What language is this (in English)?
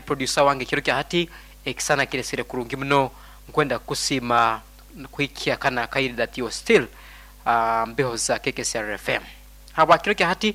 Nyoro